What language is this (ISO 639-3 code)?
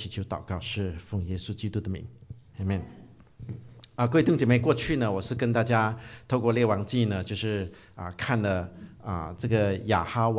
zho